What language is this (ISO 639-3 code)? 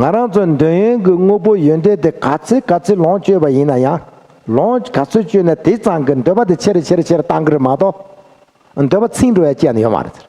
bod